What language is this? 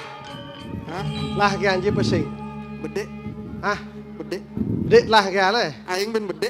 Balinese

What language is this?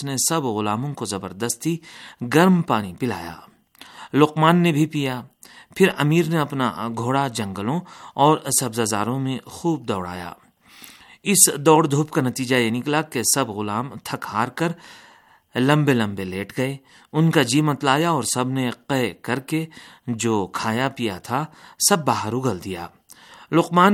Urdu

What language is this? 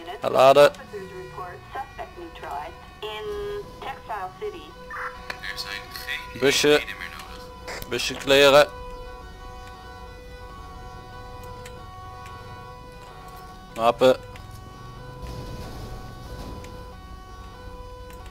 Dutch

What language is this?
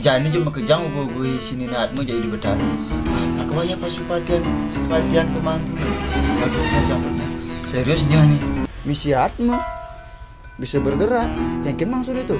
Balinese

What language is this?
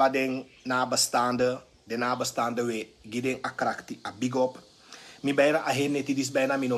Sranan Tongo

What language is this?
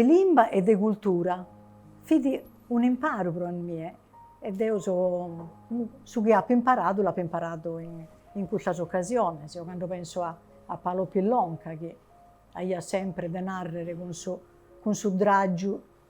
Sardinian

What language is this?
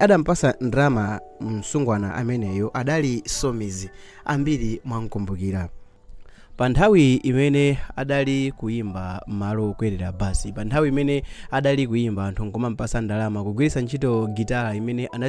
Nyanja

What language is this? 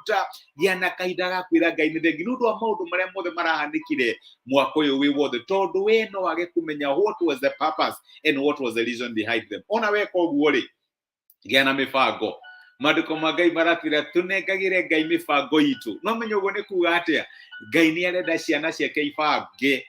Kikuyu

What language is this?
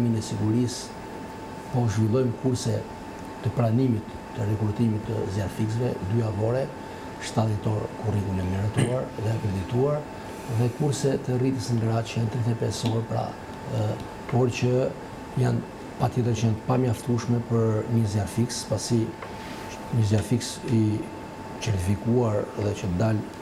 Albanian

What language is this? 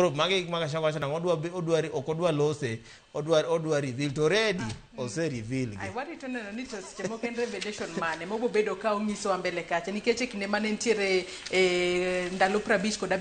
Luo (Kenya and Tanzania)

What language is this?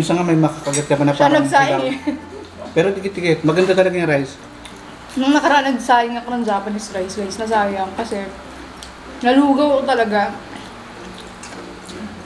Filipino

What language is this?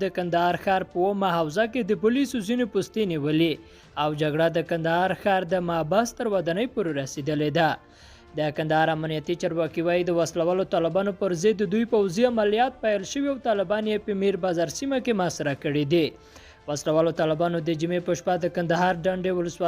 Pashto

